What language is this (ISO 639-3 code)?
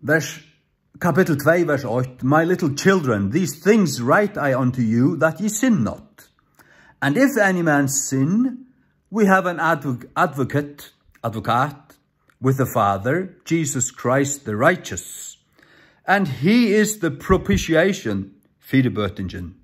fao